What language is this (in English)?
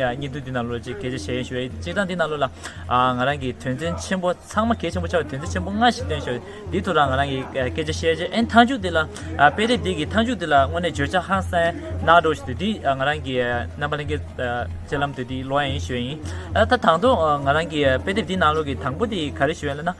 Tibetan